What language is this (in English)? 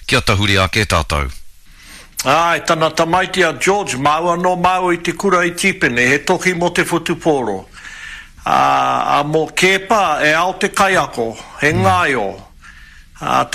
Māori